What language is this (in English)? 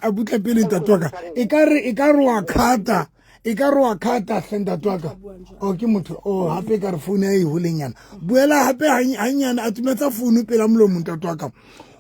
Southern Sotho